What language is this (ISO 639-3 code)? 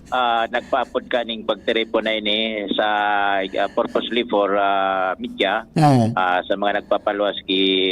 bik